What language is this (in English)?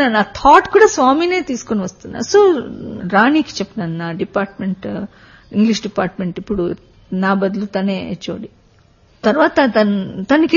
Telugu